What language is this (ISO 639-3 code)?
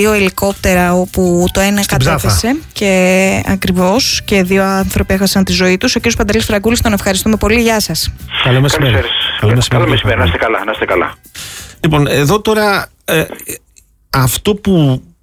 ell